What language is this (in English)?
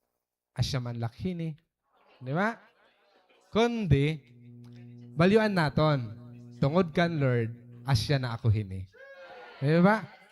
Waray